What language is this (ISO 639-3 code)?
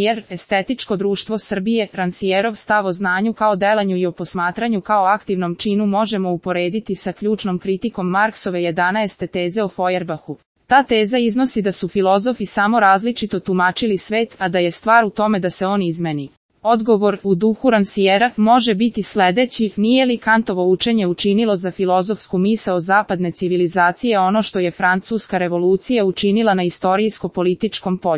srp